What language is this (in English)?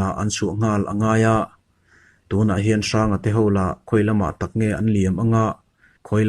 Mizo